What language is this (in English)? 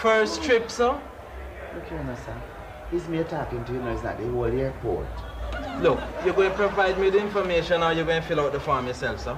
Jamaican Creole English